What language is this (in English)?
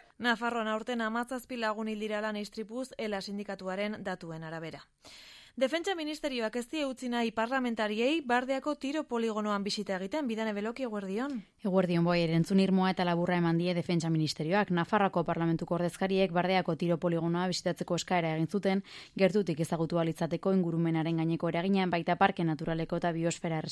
Basque